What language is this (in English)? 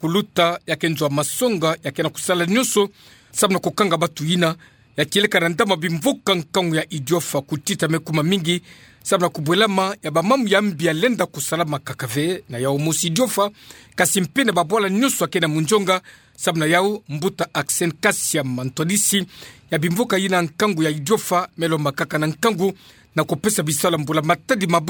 Kituba (Democratic Republic of Congo)